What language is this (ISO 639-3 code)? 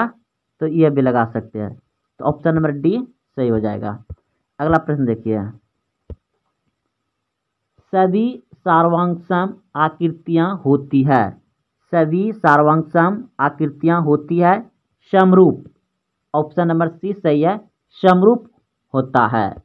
hin